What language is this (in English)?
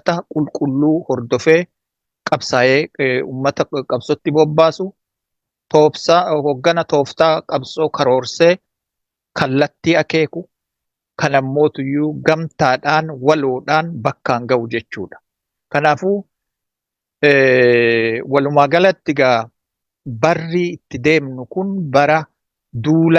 Oromo